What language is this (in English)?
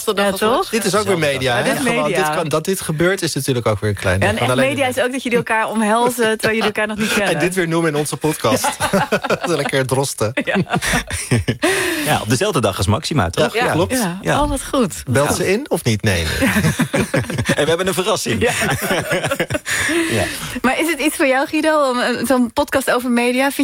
Dutch